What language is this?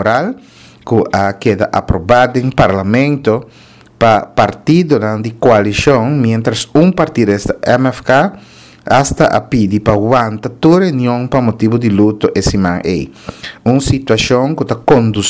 Papiamento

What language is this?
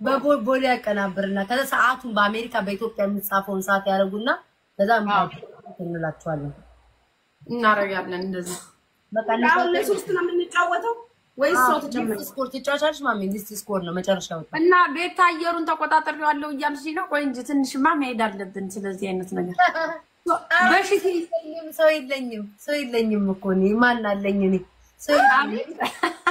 Amharic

